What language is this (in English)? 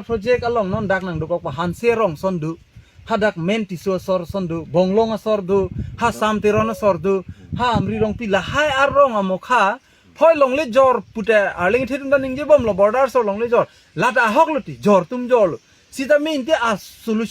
Karbi